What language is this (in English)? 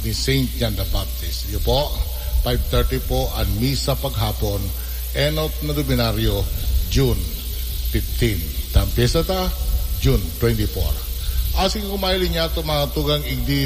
Bikol